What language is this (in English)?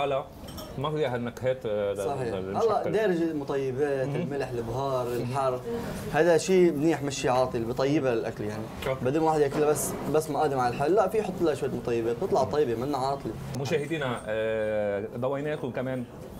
North Levantine Arabic